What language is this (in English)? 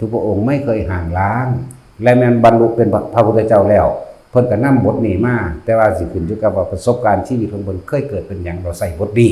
Northeastern Thai